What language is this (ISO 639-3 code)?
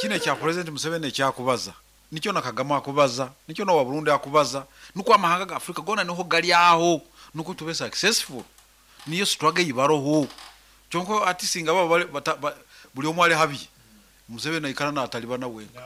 nyn